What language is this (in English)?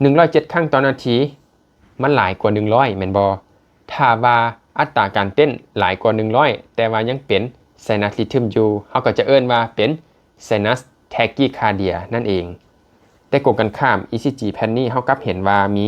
Lao